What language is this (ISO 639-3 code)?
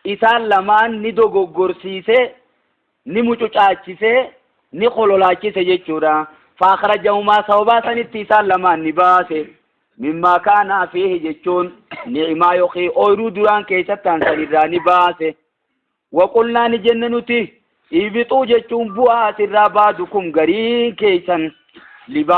orm